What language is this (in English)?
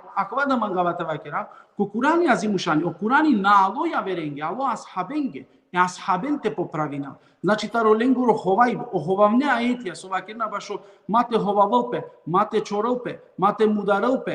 Balkan Romani